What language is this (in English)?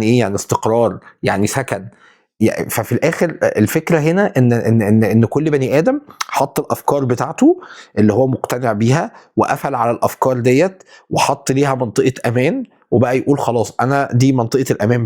Egyptian Arabic